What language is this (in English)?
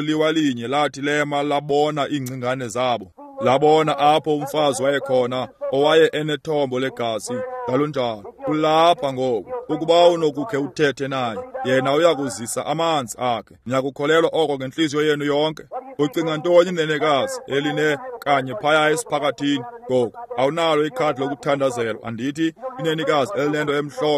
Xhosa